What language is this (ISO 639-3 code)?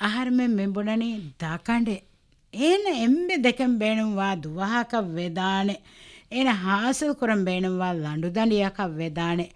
div